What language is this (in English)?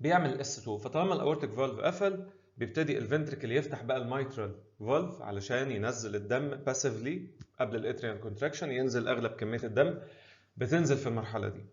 Egyptian Arabic